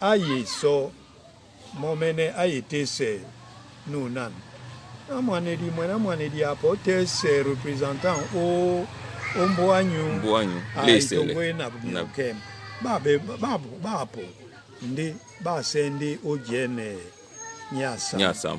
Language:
Duala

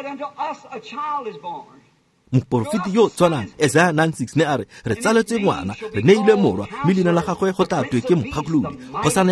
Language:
Tswana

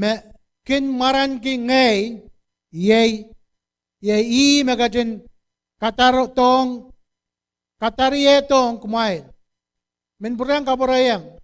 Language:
Pohnpeian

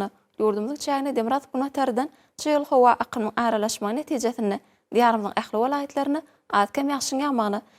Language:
Turkmen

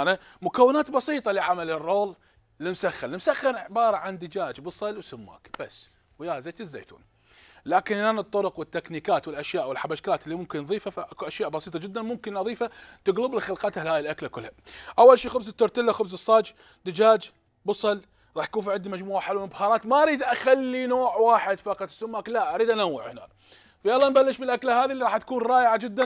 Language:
Mesopotamian Arabic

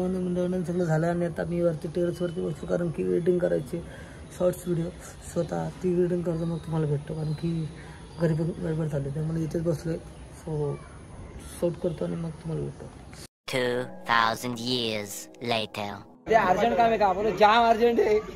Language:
Marathi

